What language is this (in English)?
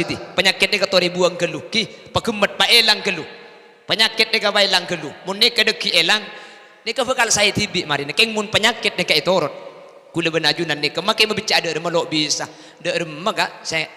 Madurese